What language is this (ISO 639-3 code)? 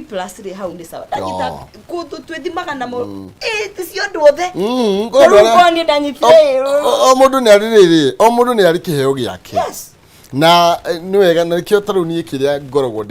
kik